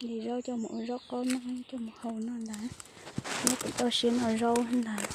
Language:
Hmong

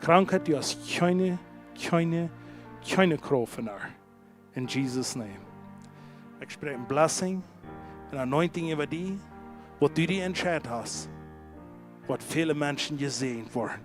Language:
Plautdietsch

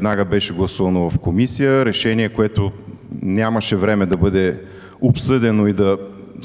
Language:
Bulgarian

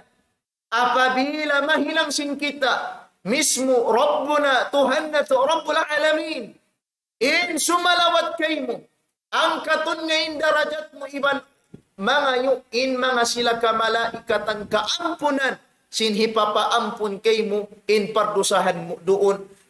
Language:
Tausug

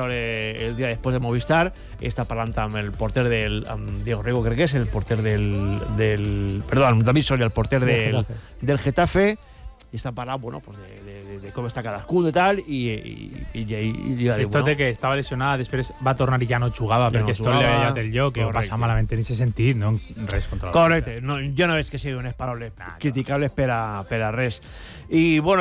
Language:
Catalan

